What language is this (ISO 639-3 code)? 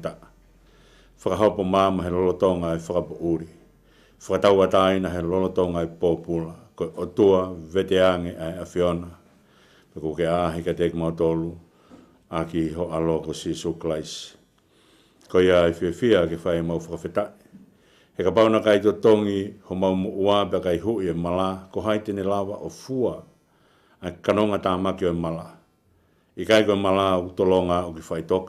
ton